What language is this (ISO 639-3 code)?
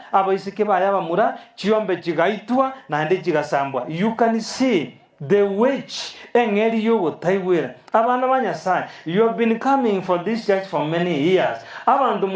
guz